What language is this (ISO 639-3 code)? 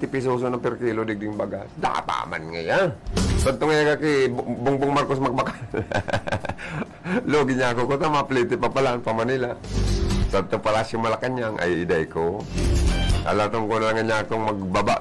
bik